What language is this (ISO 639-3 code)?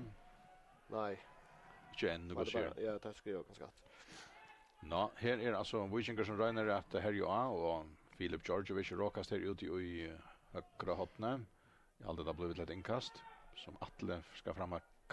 fao